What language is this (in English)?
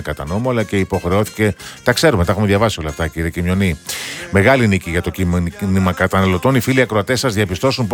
Greek